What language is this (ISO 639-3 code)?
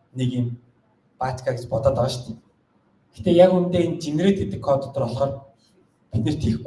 mon